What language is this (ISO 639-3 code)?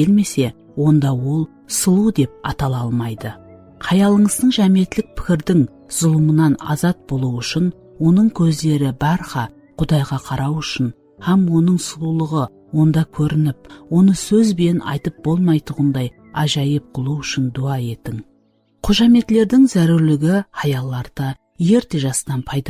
kaa